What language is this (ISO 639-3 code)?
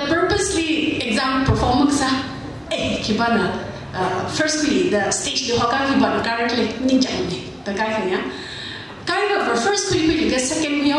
nmf